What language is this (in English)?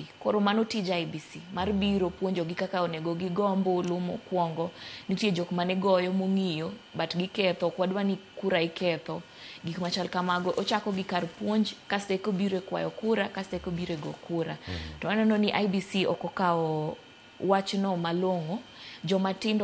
Luo (Kenya and Tanzania)